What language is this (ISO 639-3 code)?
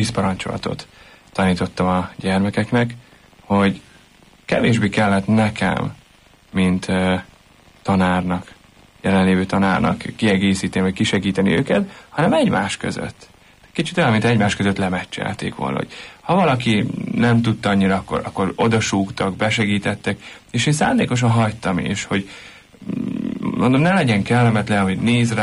hun